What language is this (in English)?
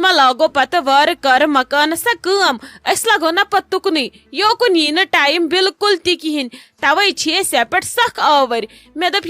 Kashmiri